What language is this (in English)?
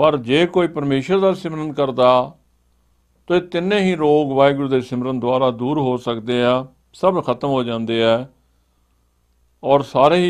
Punjabi